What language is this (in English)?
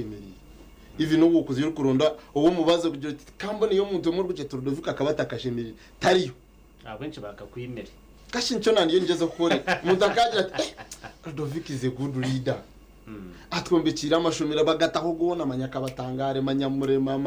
Nyankole